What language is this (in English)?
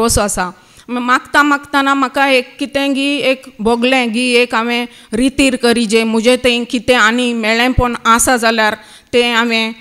Konkani